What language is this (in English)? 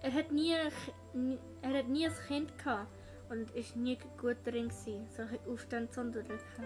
Swiss German